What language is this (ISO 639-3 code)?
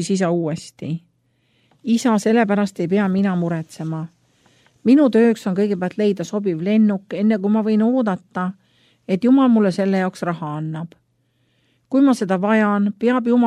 est